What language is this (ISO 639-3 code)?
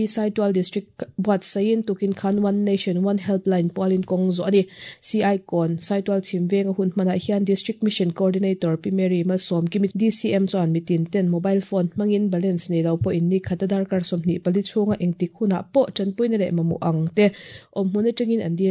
lus